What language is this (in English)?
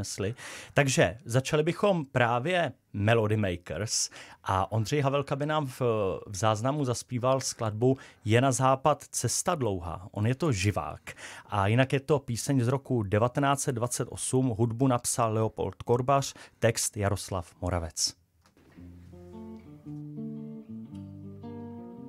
Czech